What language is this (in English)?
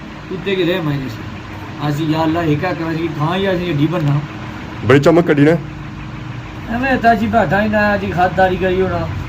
Pahari-Potwari